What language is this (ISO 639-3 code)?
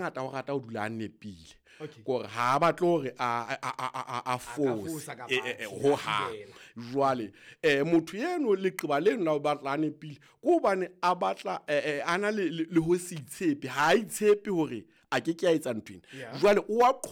sot